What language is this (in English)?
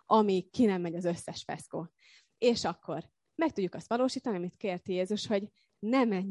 Hungarian